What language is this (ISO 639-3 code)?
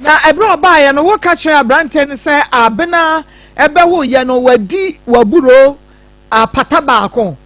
aka